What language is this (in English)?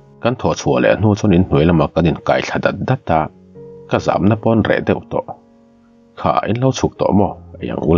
Mizo